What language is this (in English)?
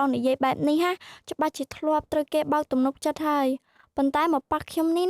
Khmer